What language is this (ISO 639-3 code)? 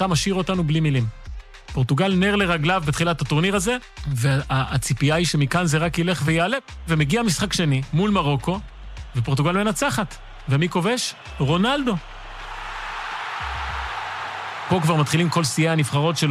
heb